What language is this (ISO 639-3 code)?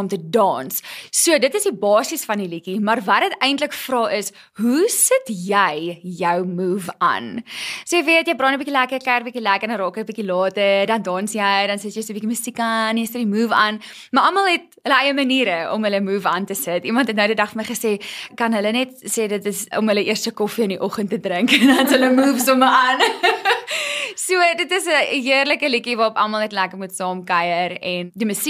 afr